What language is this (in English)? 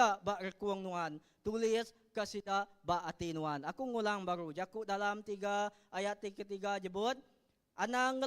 Iban